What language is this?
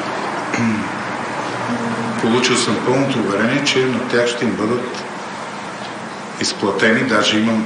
Bulgarian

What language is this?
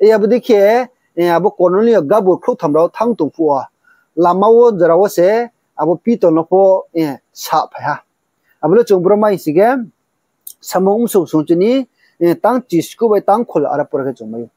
Riang (India)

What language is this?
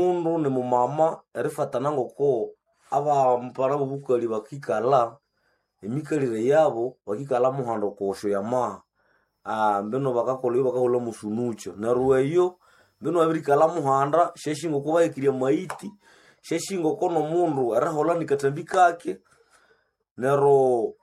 Nande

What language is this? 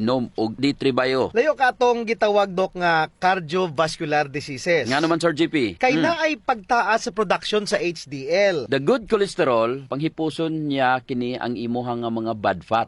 Cebuano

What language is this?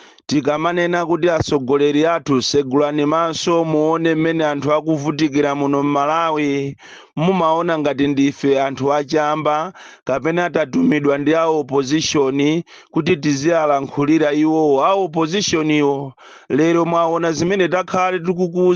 Nyanja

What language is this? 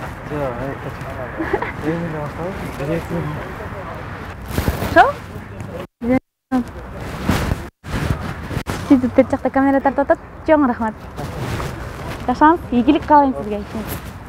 Kyrgyz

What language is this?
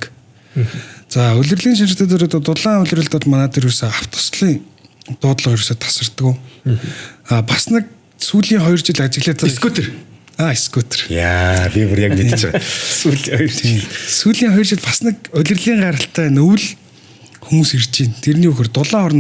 Mongolian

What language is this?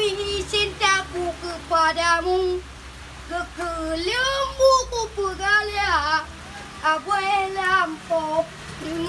Achinese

